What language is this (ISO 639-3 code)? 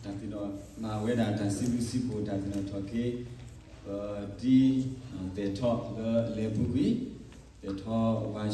ksw